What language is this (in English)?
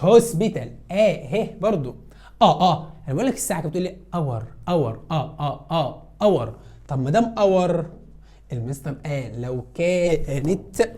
Egyptian Arabic